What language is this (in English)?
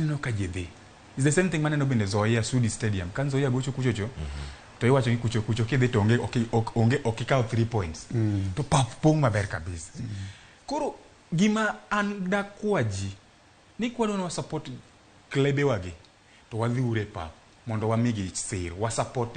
Luo (Kenya and Tanzania)